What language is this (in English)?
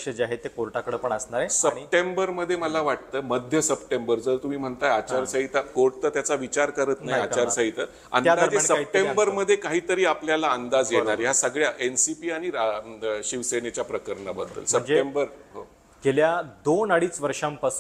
Marathi